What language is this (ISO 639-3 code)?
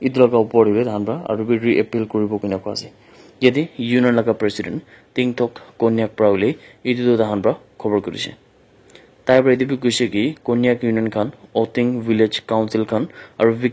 nag